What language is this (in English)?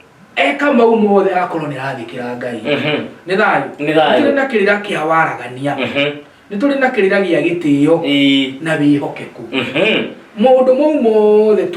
Kikuyu